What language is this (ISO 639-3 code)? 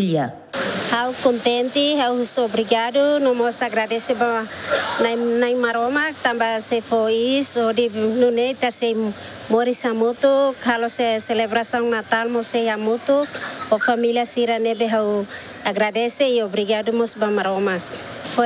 tet